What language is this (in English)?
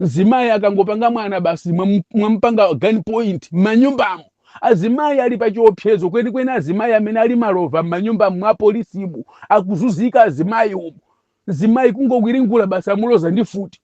Nyanja